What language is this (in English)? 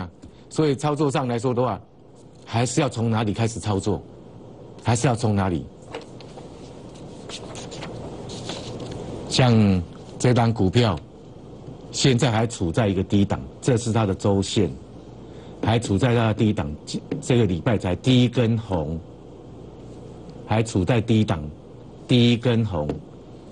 Chinese